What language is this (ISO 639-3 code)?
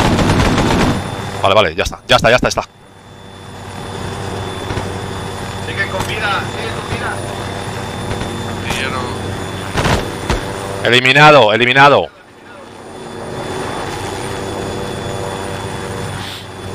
spa